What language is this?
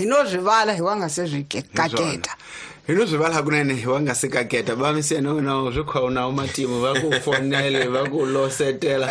Tsonga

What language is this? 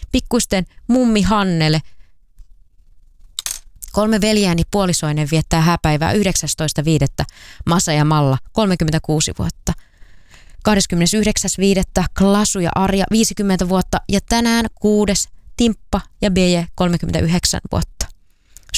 Finnish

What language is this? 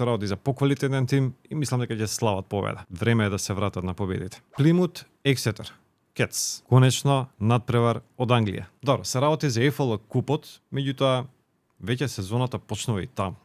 Macedonian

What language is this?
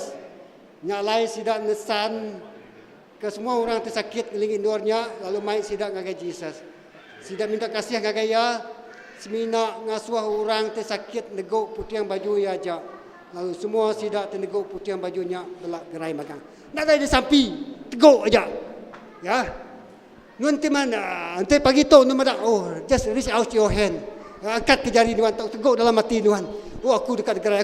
Iban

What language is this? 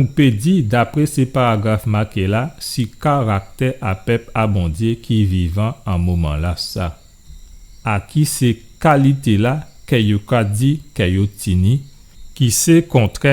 Guadeloupean Creole French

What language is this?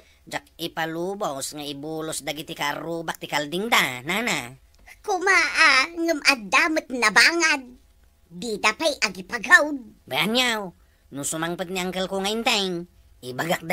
Iloko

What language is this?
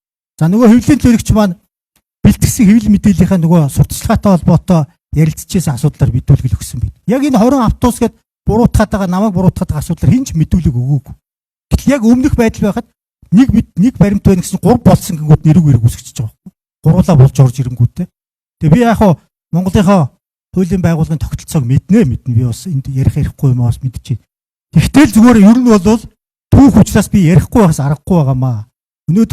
Mongolian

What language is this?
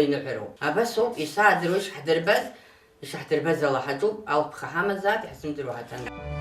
Abkhazian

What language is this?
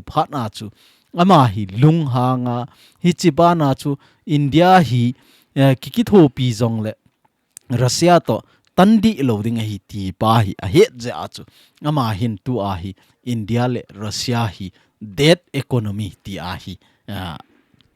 Thado Chin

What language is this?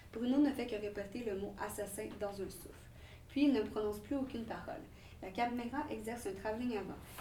French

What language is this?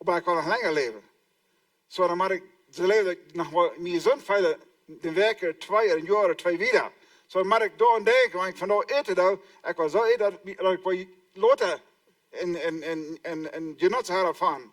Plautdietsch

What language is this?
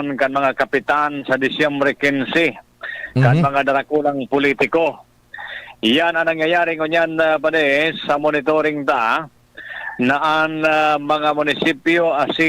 Bikol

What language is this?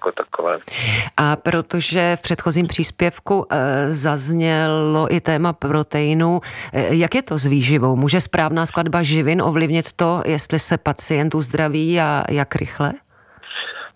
Czech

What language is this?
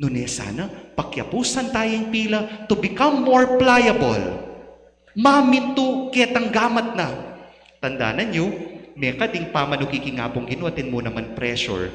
Pampanga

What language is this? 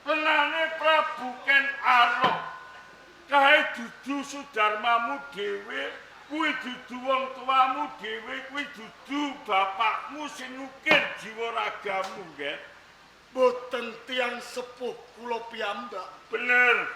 Javanese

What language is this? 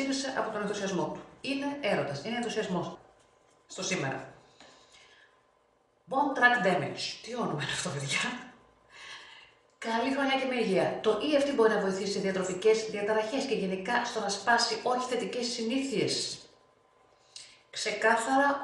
Greek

